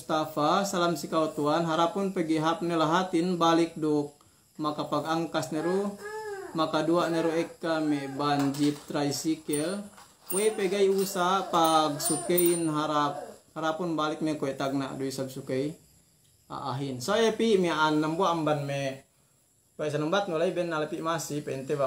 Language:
Yakan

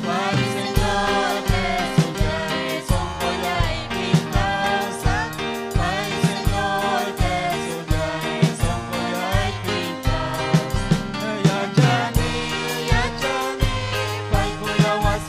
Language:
Ayacucho Quechua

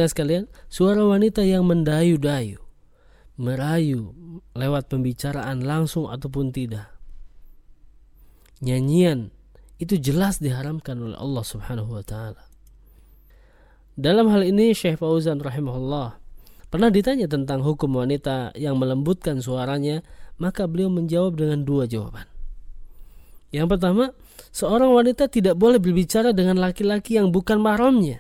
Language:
Indonesian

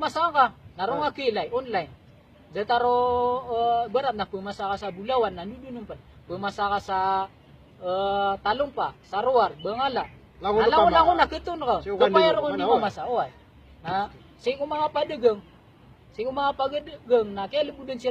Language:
Maranao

